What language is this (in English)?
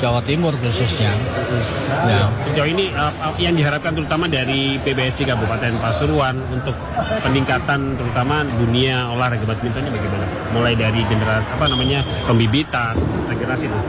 Indonesian